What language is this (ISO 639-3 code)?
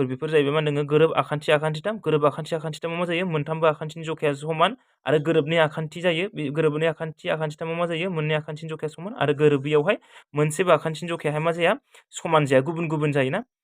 brx